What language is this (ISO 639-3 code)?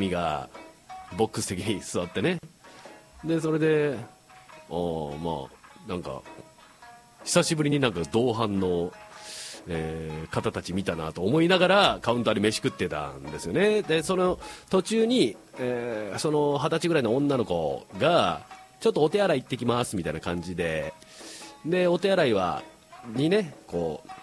jpn